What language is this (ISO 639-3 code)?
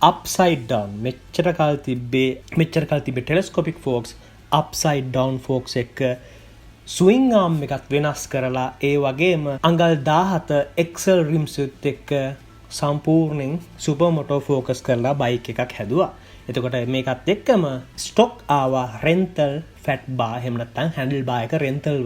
sin